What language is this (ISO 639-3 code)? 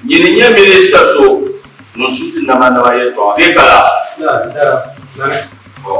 dag